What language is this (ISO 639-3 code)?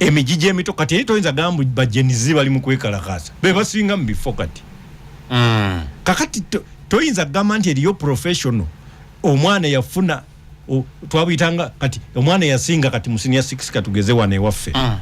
lug